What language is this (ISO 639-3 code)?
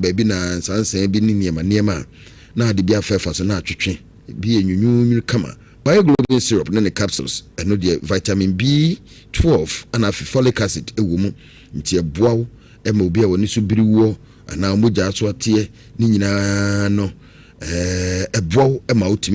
aka